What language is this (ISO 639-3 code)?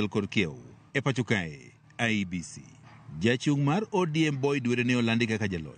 luo